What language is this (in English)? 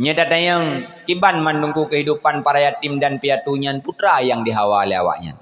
Achinese